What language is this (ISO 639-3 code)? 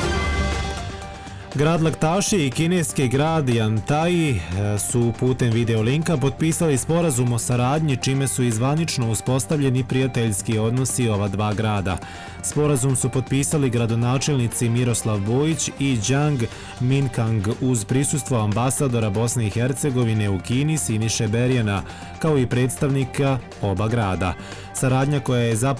bos